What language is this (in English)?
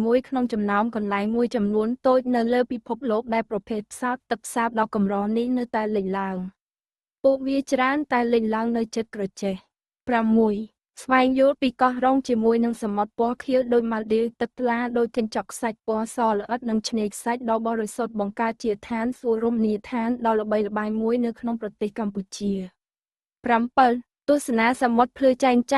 Khmer